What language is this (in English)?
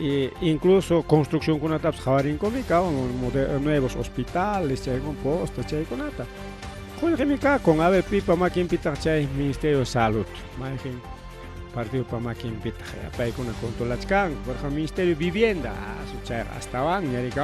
Ayacucho Quechua